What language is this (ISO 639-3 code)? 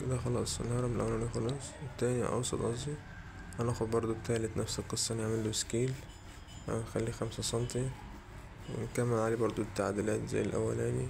arz